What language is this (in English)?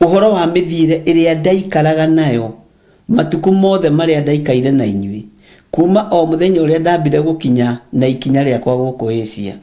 Kikuyu